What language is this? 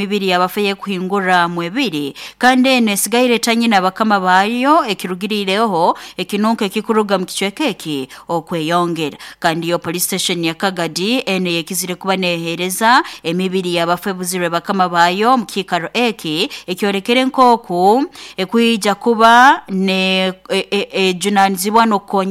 Nyoro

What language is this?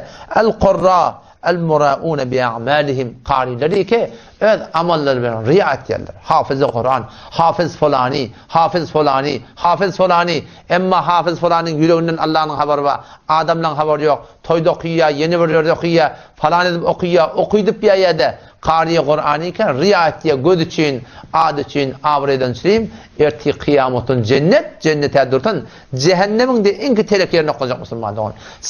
Turkmen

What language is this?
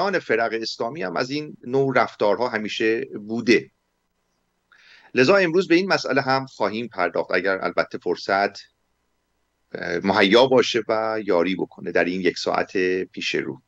Persian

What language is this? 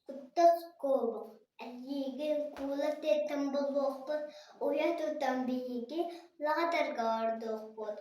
Yakut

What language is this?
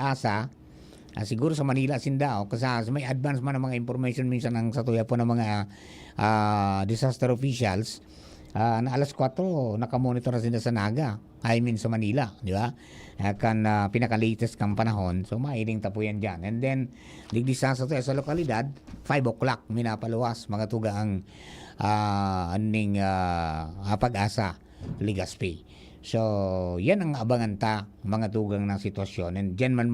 Bikol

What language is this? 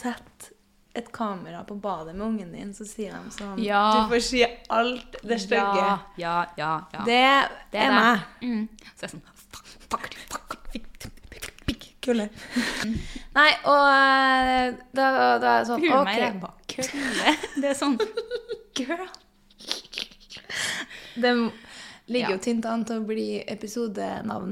Norwegian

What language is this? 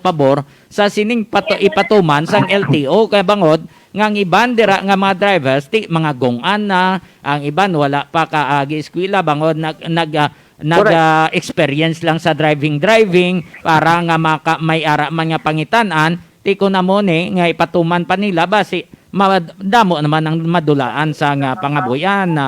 Hiligaynon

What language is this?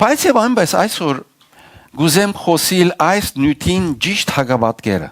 Western Armenian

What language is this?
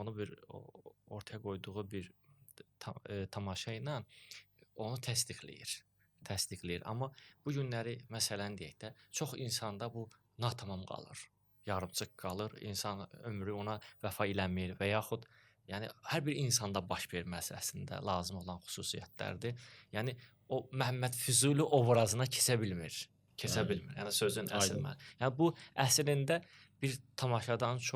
Azerbaijani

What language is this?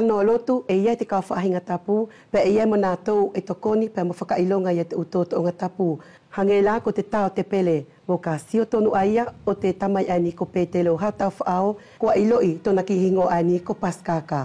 Wallisian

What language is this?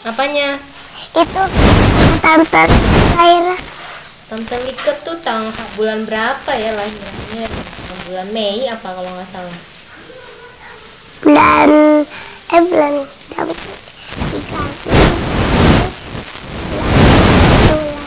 Indonesian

